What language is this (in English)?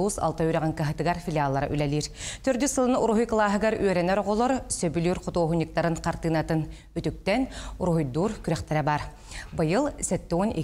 Yakut